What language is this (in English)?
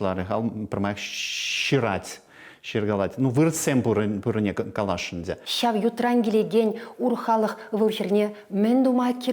Chuvash